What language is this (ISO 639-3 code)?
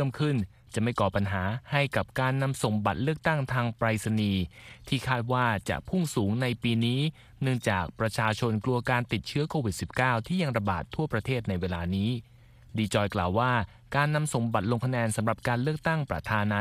tha